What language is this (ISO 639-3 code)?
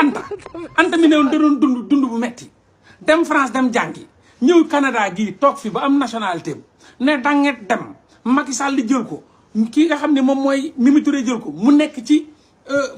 wol